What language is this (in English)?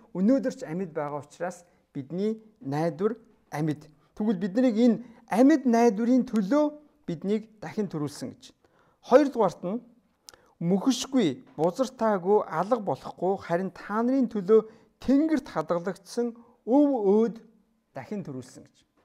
Mongolian